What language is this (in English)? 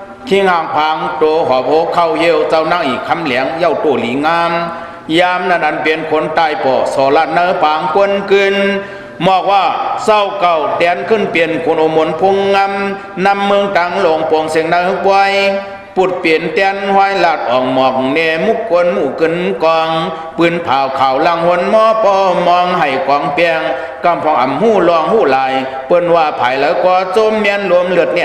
Shan